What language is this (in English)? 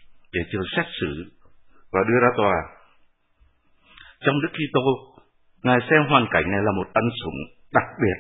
Vietnamese